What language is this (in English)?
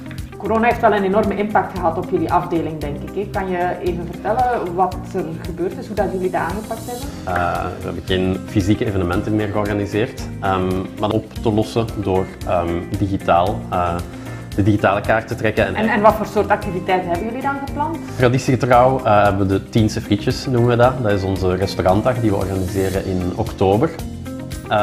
Dutch